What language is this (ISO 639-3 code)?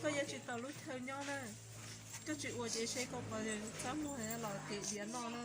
hmn